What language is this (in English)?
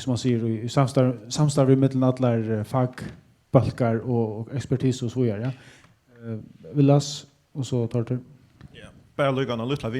Faroese